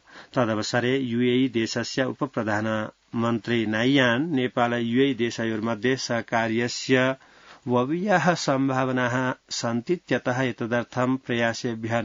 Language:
Sanskrit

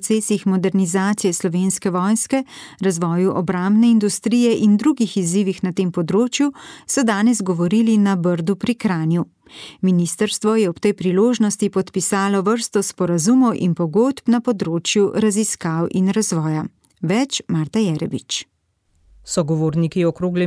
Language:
Slovenian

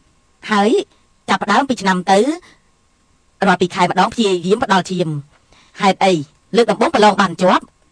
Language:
Khmer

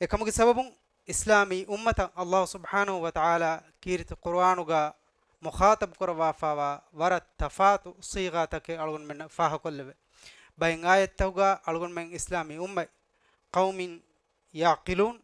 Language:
Divehi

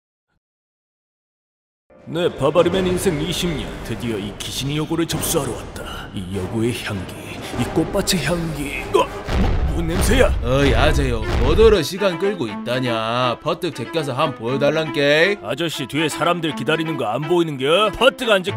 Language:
Korean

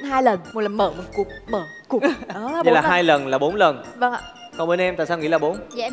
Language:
Vietnamese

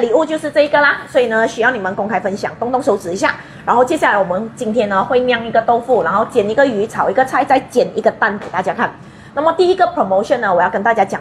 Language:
Chinese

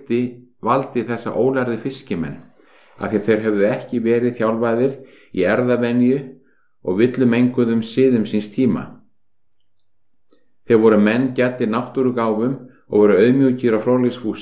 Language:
Icelandic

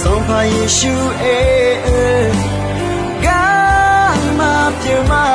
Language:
Akha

